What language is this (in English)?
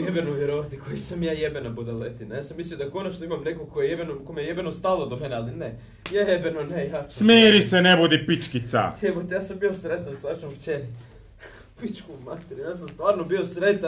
Croatian